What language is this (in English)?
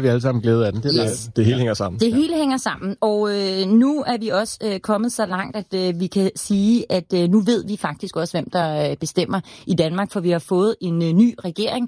Danish